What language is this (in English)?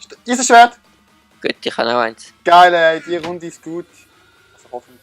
Swiss German